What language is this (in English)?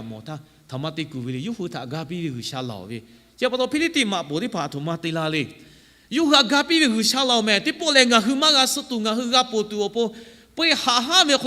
Lahu